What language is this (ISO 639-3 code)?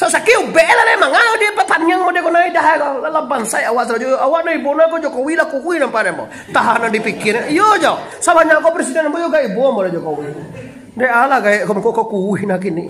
min